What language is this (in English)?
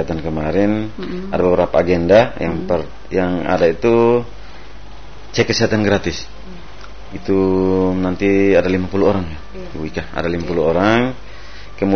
Indonesian